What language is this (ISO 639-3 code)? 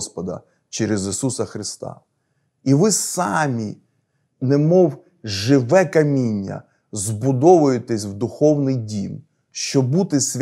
ukr